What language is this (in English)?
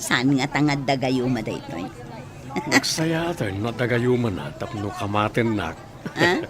Iloko